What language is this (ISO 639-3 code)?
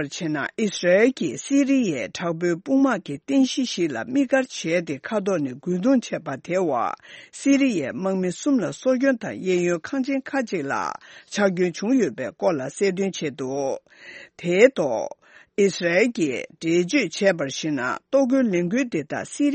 bod